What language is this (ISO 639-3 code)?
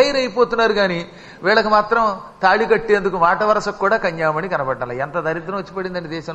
tel